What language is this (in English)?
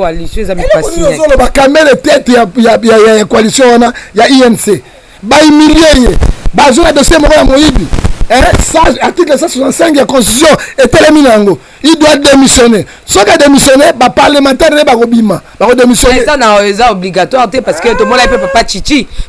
Lingala